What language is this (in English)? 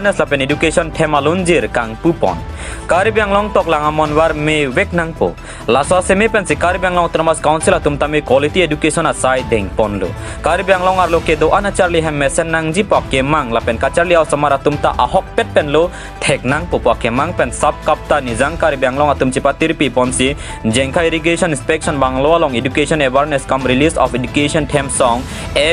Karbi